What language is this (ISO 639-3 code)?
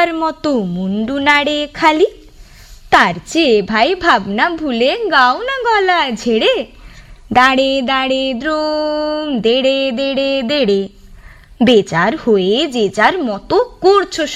ben